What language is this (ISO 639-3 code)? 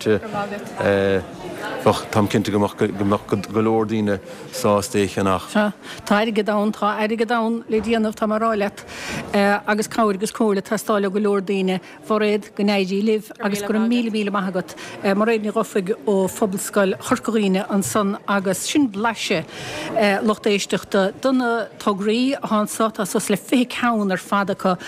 gle